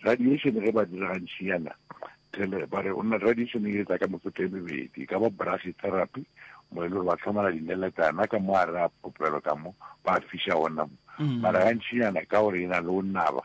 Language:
Northern Sotho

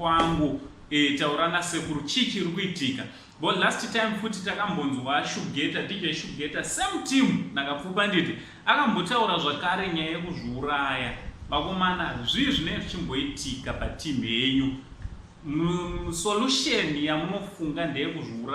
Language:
Shona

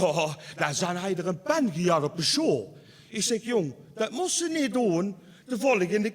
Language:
Limburgish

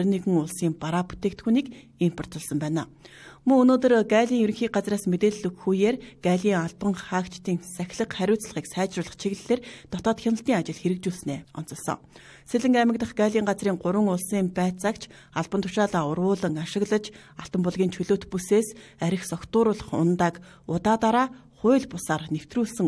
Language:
Mongolian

